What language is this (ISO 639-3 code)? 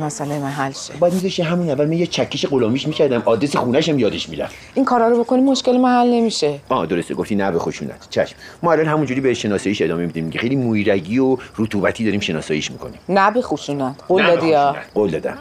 fas